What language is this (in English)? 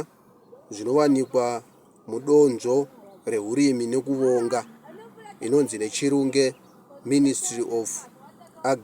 Shona